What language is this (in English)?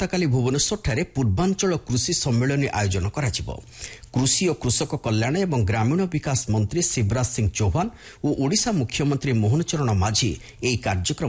Odia